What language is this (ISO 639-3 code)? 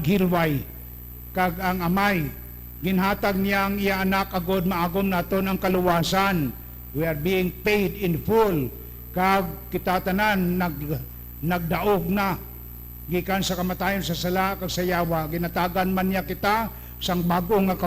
hil